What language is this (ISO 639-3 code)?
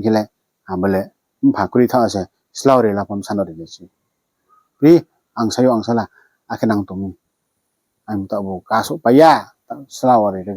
ria